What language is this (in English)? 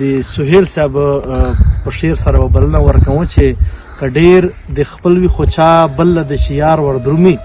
Pashto